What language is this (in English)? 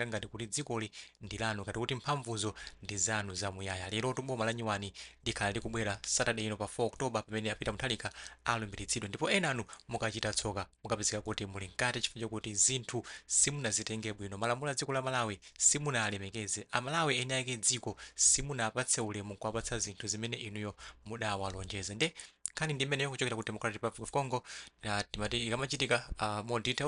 Nyanja